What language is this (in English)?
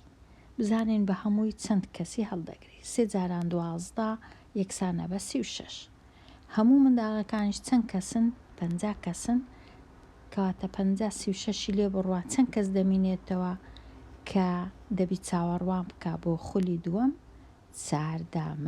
Central Kurdish